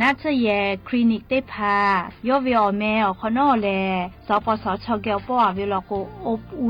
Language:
Lahu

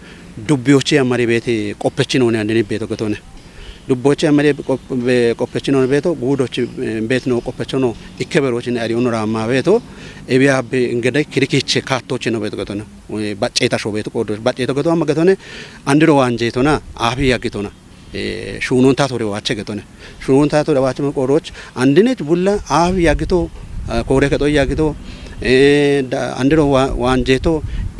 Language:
Kafa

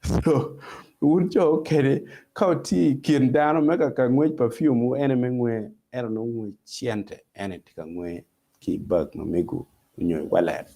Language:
Acoli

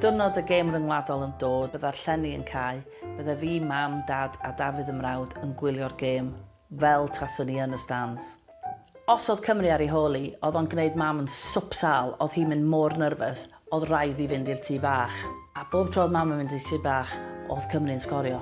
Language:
Welsh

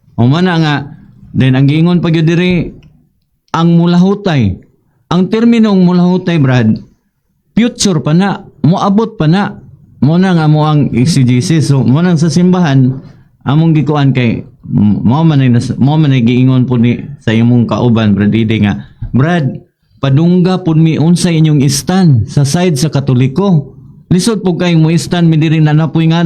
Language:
Cebuano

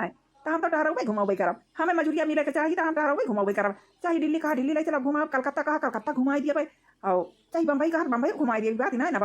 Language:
Awadhi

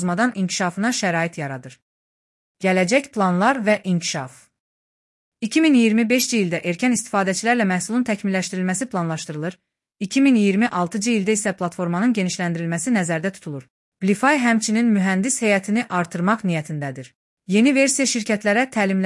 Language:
Azerbaijani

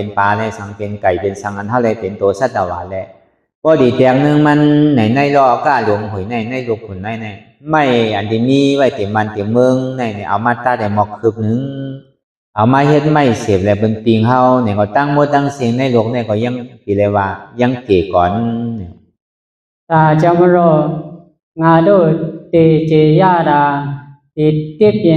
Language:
Shan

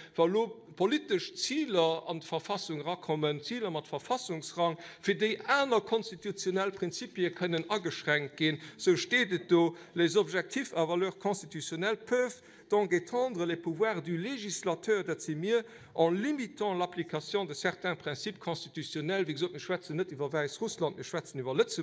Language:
Luxembourgish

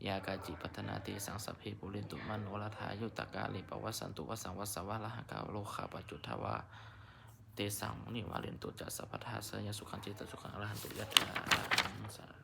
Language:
Pali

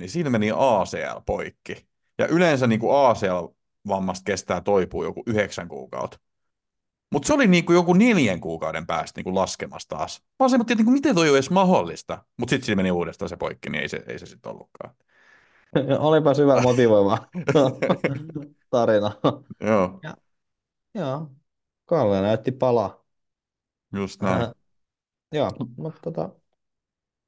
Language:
Finnish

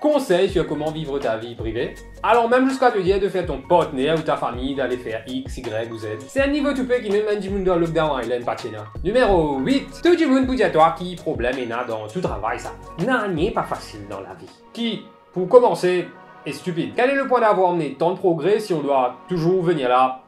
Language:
Morisyen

